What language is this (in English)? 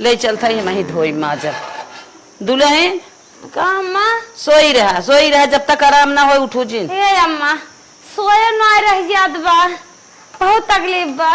Awadhi